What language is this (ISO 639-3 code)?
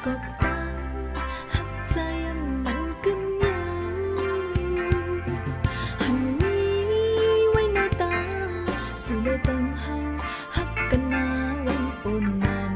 shn